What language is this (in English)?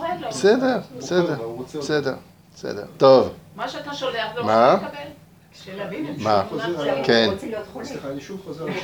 Hebrew